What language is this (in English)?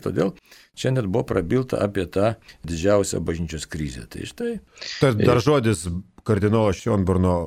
Lithuanian